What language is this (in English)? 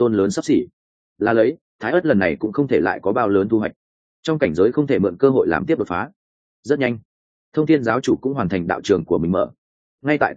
Vietnamese